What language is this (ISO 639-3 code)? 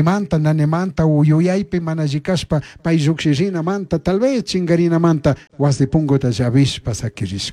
qug